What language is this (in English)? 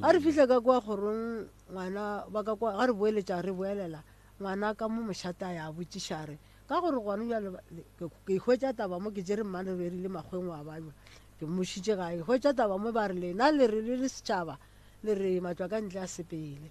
Northern Sotho